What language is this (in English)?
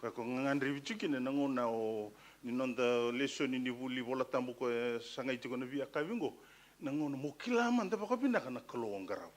Fijian